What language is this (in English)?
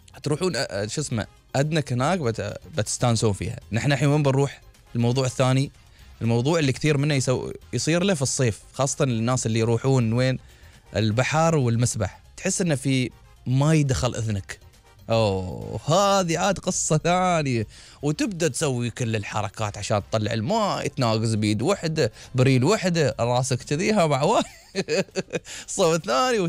Gulf Arabic